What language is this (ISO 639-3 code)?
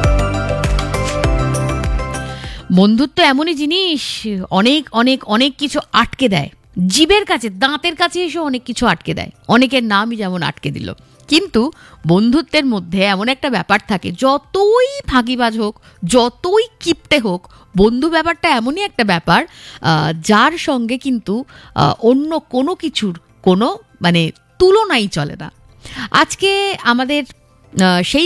ben